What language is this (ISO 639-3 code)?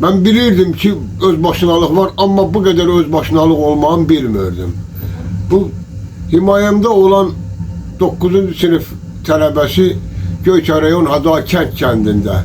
aze